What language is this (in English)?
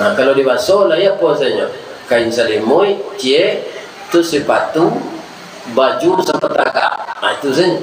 Minangkabau